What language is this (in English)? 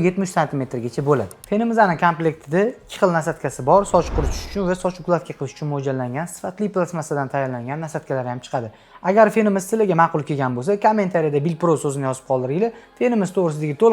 Uzbek